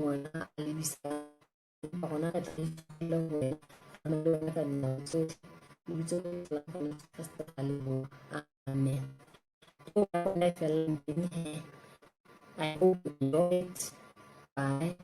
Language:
Southern Sotho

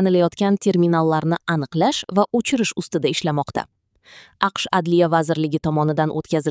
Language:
Uzbek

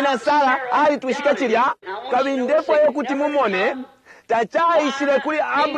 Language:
Bemba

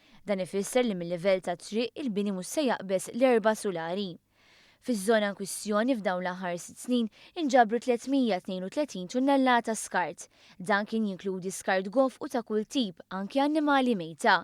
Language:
Maltese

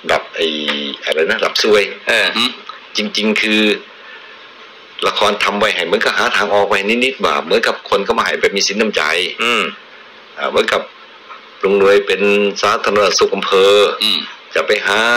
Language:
Thai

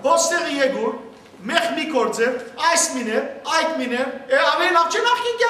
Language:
Western Armenian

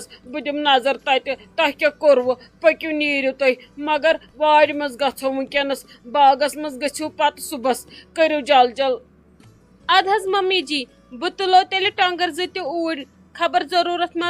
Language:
Kashmiri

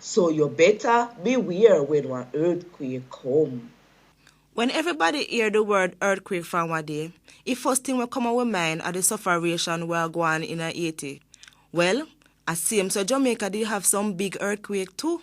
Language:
Jamaican Creole English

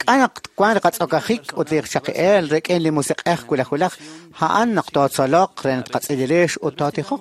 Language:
Kekchí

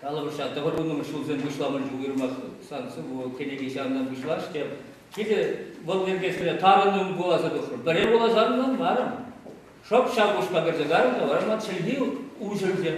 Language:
Chuvash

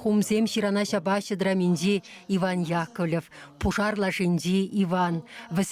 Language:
Chuvash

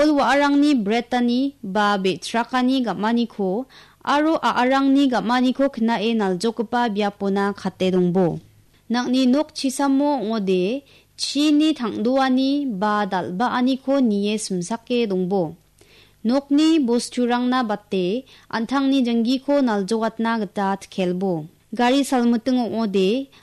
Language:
Garo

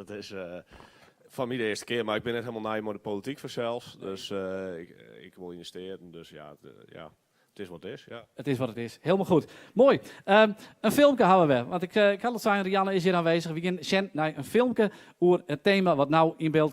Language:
Western Frisian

